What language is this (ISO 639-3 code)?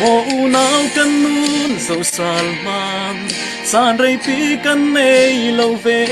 cfm